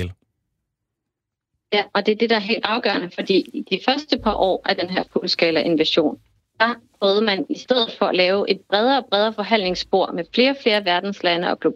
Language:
Danish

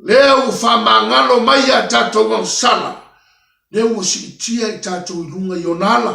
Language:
Samoan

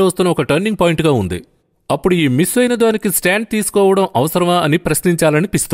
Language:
Telugu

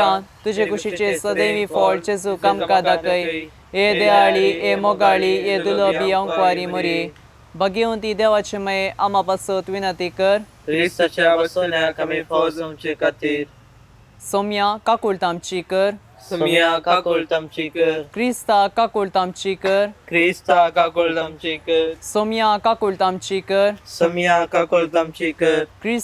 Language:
Konkani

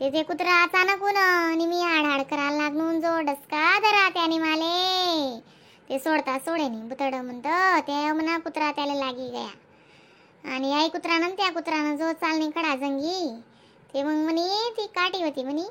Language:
Khandesi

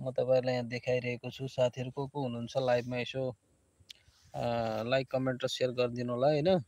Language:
Nepali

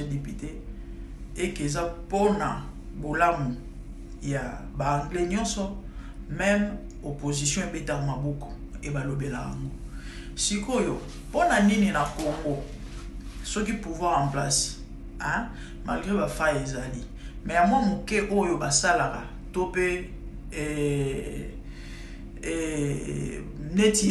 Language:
Lingala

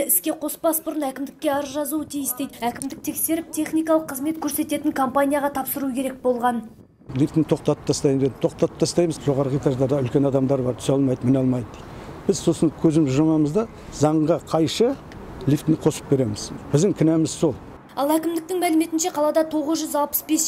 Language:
Kazakh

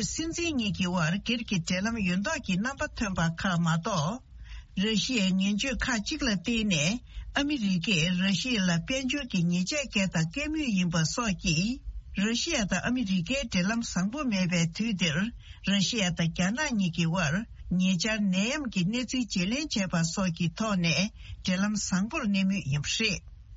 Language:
Tibetan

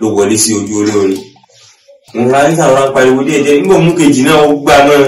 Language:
Yoruba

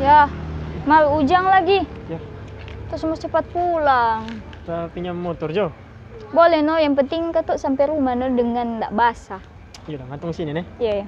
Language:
Manado Malay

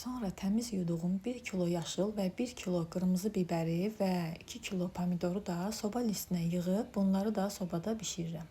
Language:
Azerbaijani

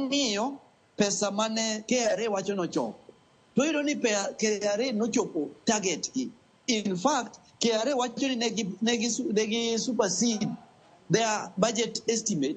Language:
Luo (Kenya and Tanzania)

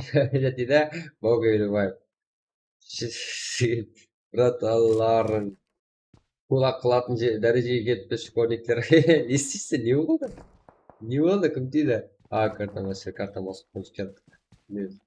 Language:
Kara-Kalpak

